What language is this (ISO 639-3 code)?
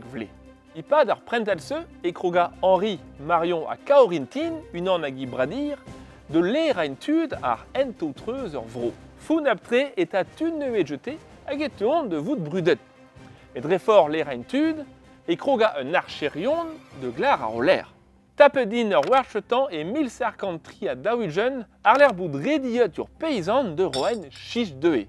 bre